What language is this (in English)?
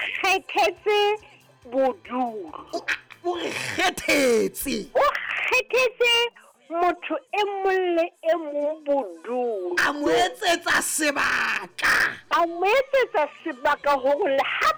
Southern Sotho